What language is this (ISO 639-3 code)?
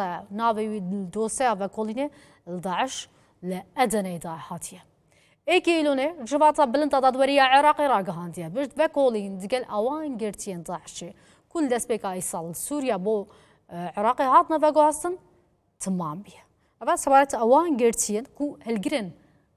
kur